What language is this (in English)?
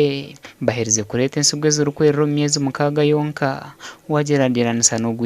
Nyankole